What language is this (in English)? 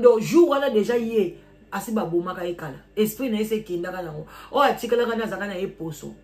Lingala